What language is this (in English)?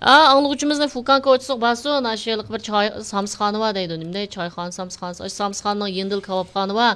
Uyghur